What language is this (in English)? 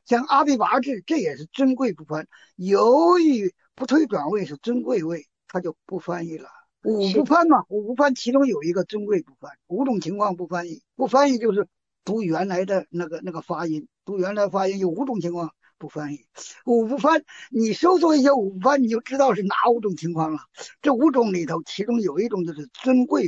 Chinese